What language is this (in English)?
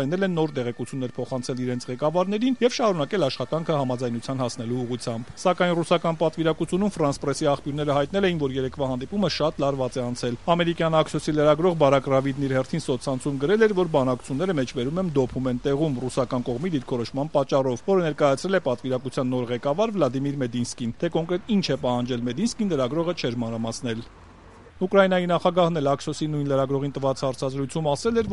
Armenian